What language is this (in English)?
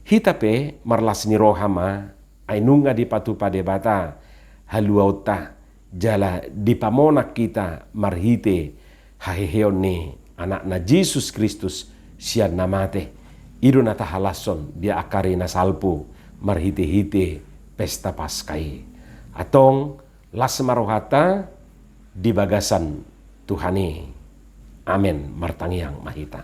Batak Toba